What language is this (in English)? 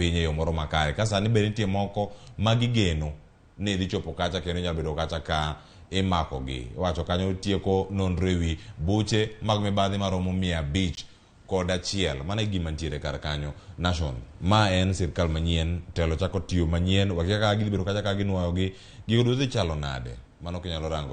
Luo (Kenya and Tanzania)